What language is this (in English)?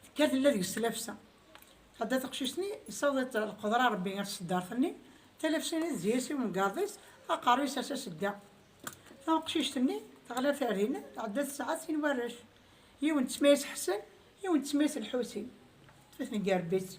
Kabyle